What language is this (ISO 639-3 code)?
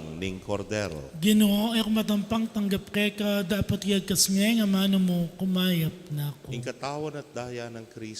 pam